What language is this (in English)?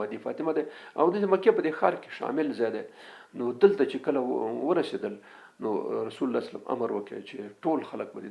Pashto